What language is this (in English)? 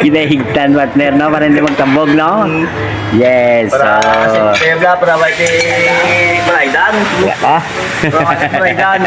Hiligaynon